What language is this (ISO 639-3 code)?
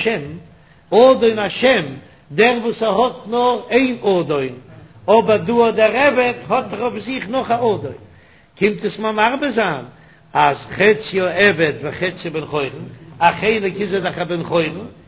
yid